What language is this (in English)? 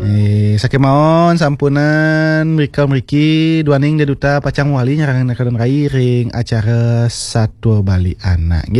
Balinese